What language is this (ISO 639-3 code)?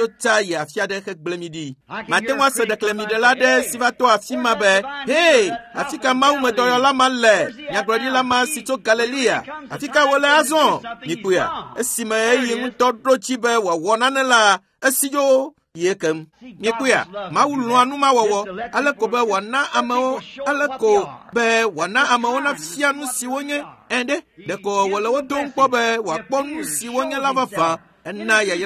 ewe